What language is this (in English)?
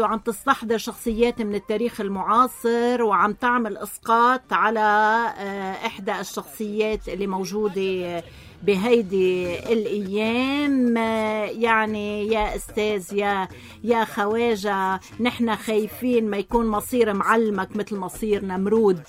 North Levantine Arabic